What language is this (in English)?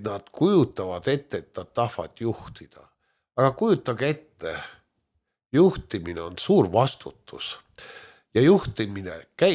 Estonian